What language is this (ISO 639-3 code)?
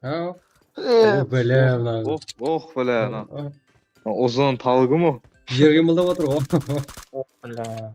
kaa